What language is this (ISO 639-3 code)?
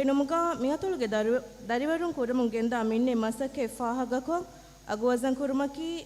div